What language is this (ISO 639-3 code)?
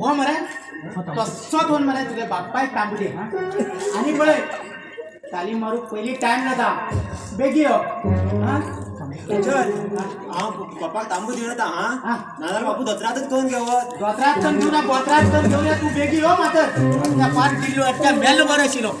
kok